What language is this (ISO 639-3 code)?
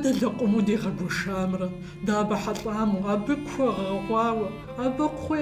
kbd